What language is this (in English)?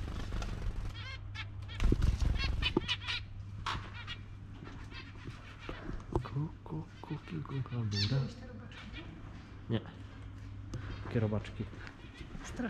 Polish